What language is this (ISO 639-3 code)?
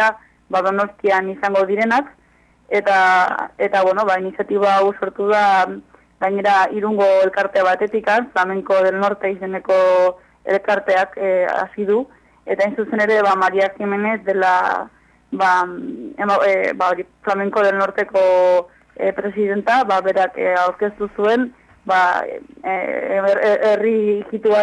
eus